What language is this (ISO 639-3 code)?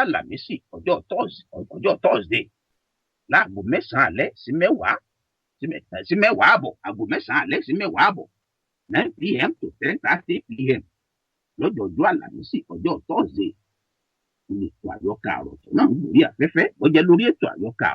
yor